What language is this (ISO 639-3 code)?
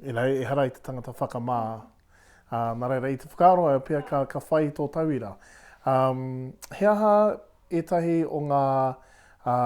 mri